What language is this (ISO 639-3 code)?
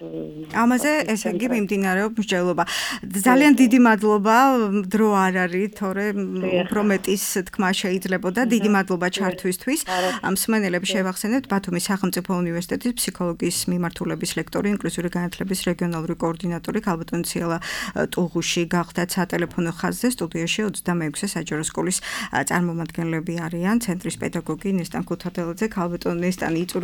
kat